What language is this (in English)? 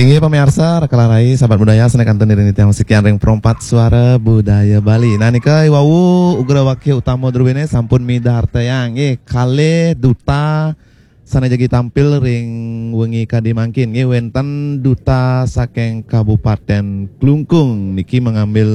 Balinese